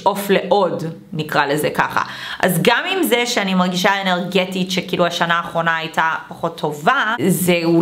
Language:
Hebrew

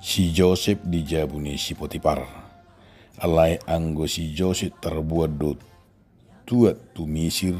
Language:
Batak Toba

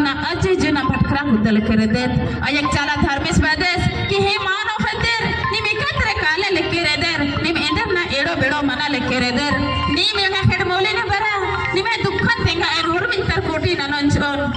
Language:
Kurukh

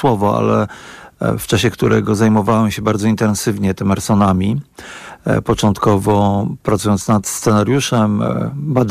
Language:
Polish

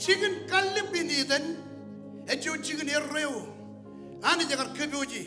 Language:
Marshallese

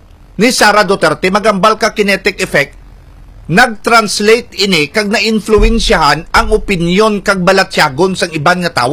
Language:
Hiligaynon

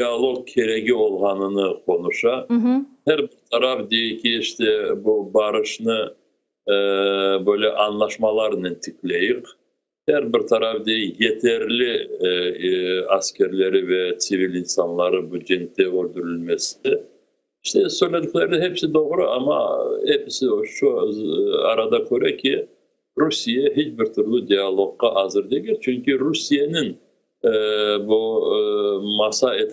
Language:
Crimean Tatar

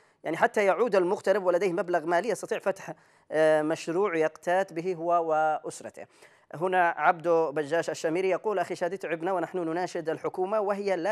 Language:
Arabic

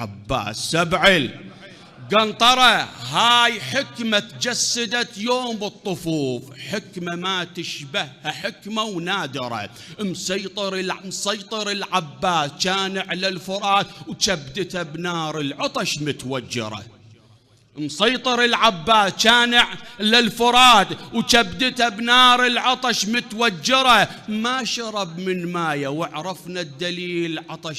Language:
Mesopotamian Arabic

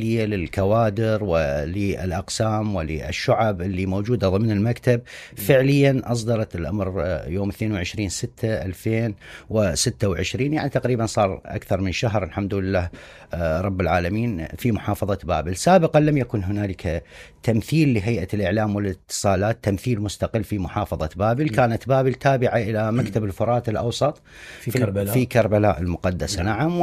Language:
Mesopotamian Arabic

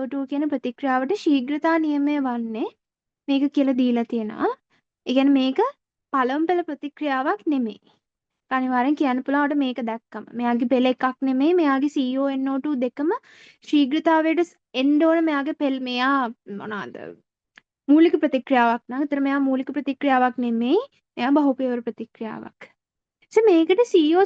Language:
Sinhala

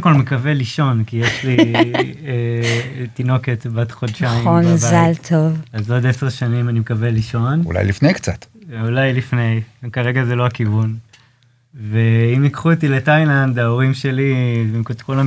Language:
Hebrew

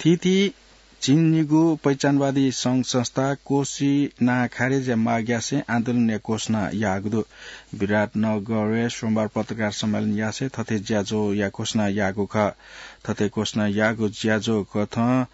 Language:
Newari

